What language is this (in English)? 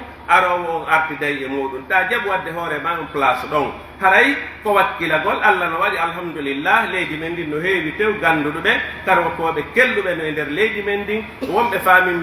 Pular